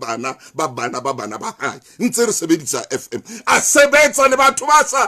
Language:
Southern Sotho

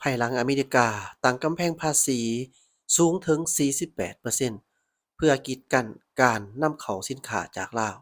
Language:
Lao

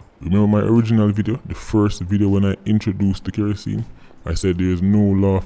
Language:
Jamaican Creole English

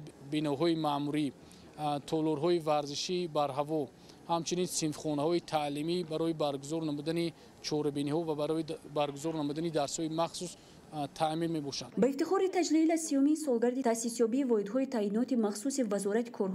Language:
Tajik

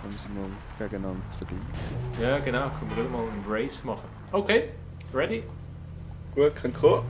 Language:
Swiss German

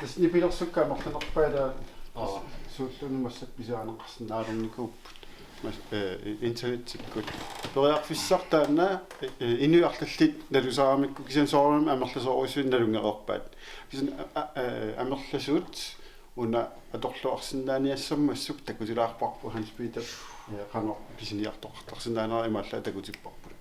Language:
Kalaallisut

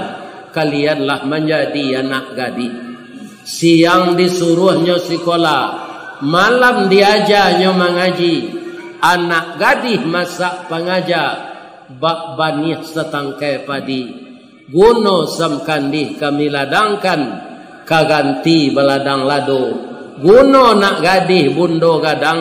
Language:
Minangkabau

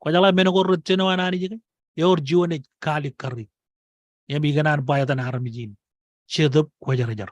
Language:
Marshallese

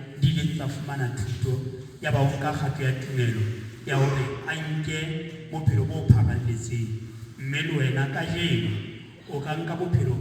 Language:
Southern Sotho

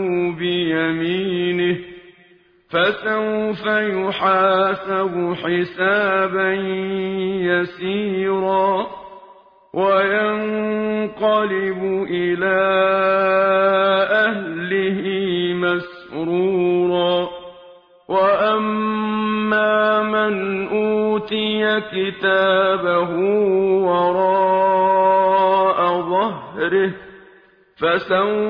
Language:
Arabic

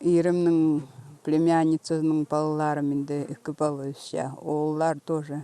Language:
Khakas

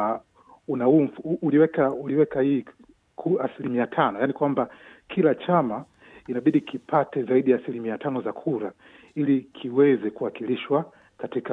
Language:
Swahili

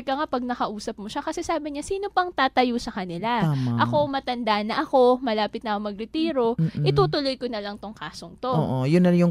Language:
Filipino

